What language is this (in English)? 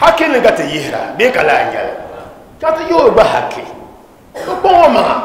Dagbani